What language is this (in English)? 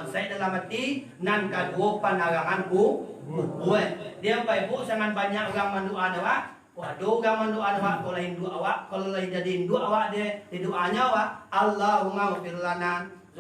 Minangkabau